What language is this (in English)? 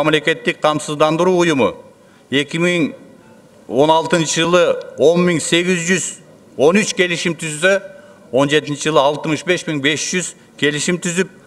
Kyrgyz